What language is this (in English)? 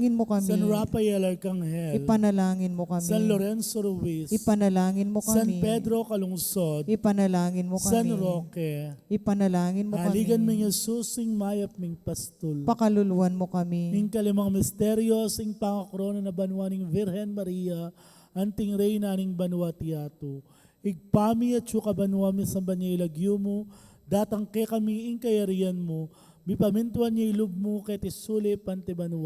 Pampanga